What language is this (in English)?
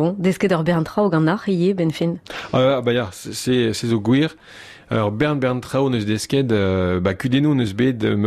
Breton